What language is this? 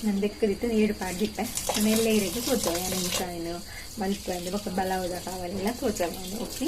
Tulu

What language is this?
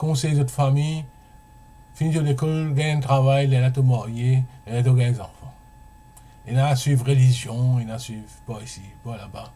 Morisyen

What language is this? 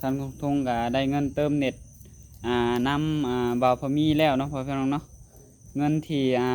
Northeastern Thai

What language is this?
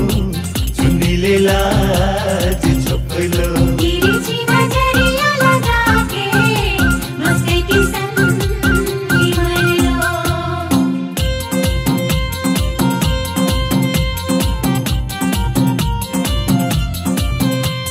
Bhojpuri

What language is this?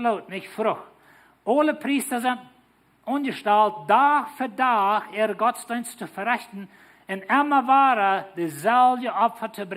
Plautdietsch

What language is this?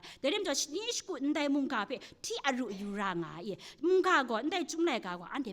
Kachin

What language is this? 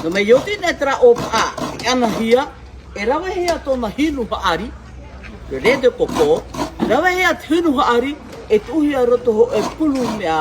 Tahitian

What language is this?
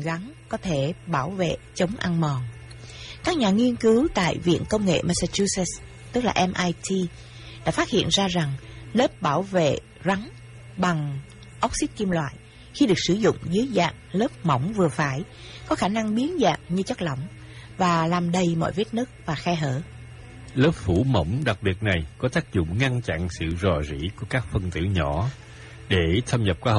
Vietnamese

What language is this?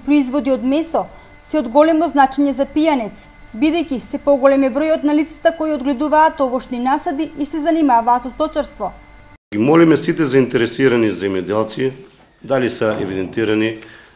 Macedonian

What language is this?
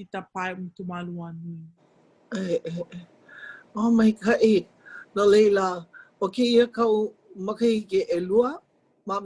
Hawaiian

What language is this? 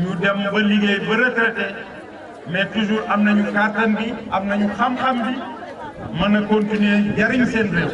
Wolof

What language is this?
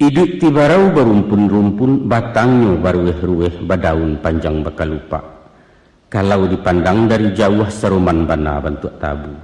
Minangkabau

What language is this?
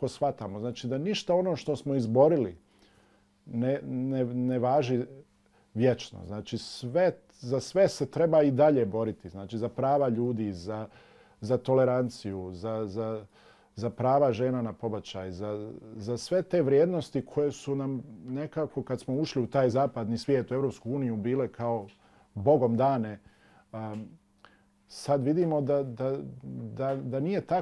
Bosnian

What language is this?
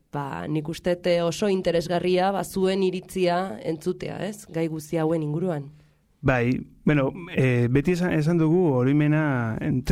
Basque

